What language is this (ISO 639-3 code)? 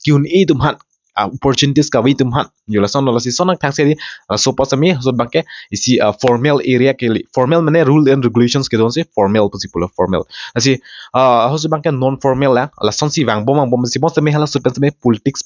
mjw